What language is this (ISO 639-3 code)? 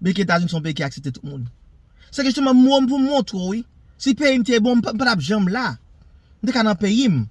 hat